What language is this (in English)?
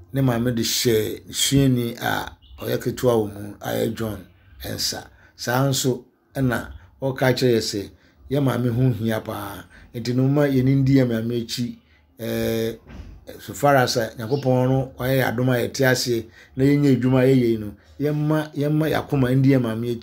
Akan